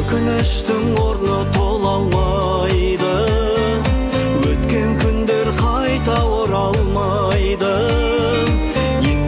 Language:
Kazakh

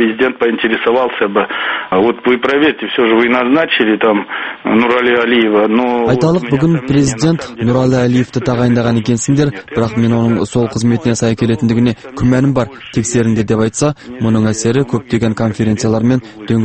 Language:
Kazakh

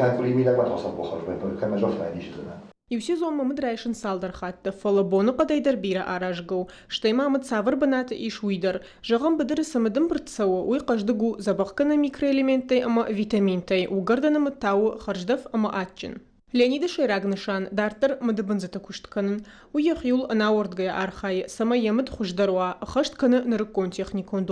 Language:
Ossetic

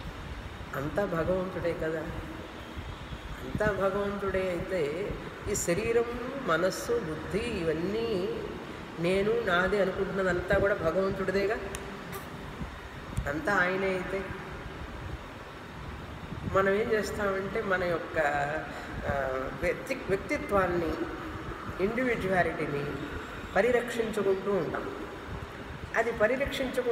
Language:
Telugu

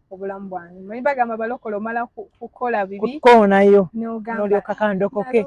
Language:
Ganda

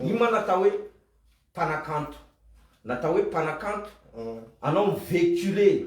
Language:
Malagasy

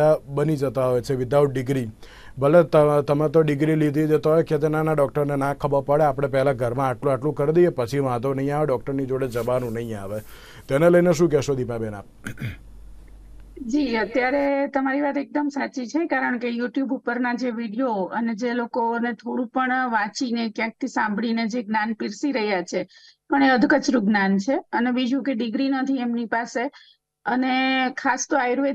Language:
Gujarati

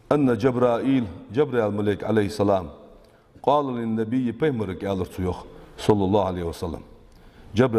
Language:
Ingush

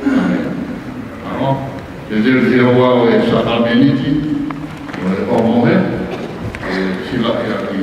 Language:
Tongan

